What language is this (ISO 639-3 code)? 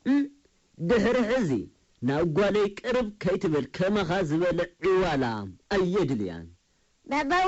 tir